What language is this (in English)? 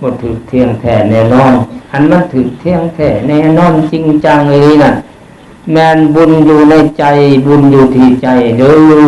Lao